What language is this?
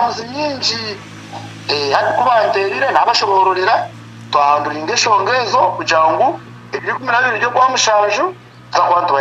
Nyankole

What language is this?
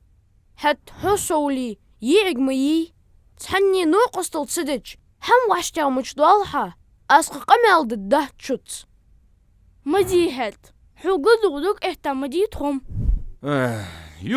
Ingush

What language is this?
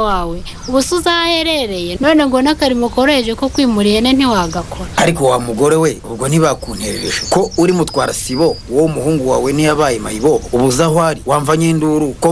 Kinyarwanda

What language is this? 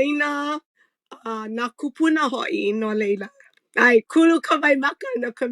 Hawaiian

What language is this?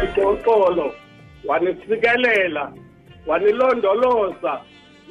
Xhosa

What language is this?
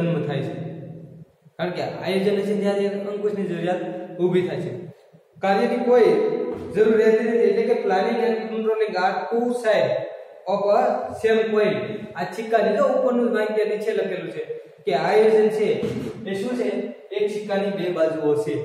Gujarati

